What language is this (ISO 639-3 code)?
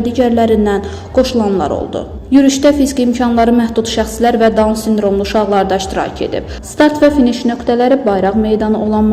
aze